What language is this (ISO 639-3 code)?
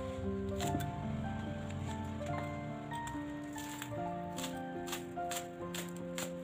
ind